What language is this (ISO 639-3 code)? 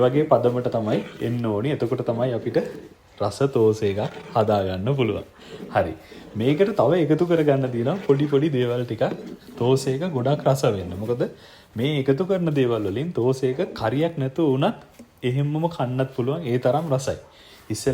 sin